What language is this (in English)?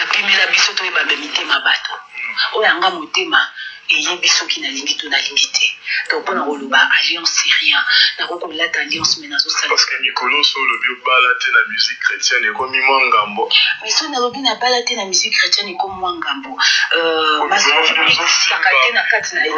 Lingala